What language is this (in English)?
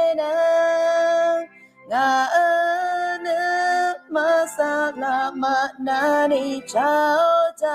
Akha